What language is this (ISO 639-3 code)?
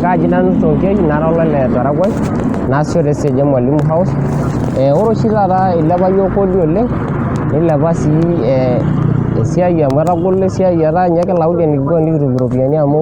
mas